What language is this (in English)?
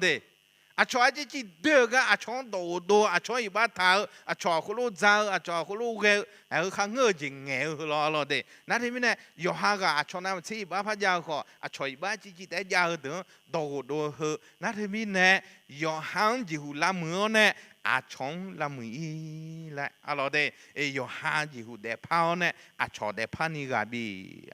Akha